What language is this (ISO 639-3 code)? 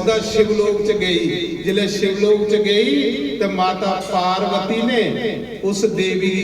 doi